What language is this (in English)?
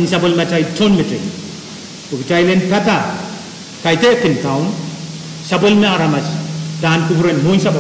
Pohnpeian